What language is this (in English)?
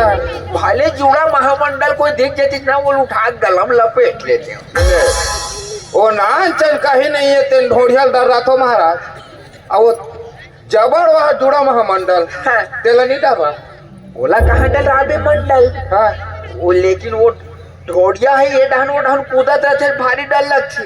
Chhattisgarhi